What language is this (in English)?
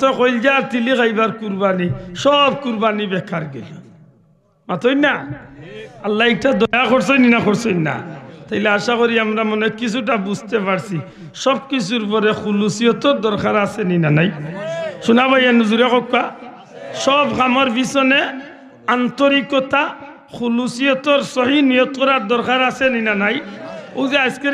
Sylheti